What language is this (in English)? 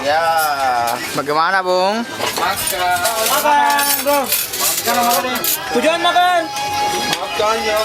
Ambonese Malay